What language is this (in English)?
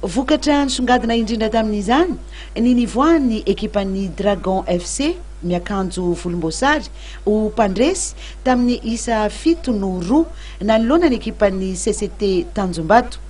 Malagasy